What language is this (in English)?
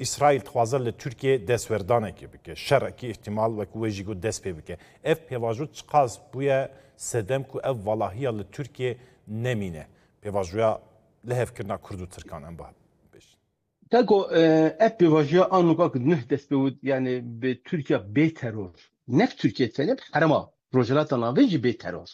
Kurdish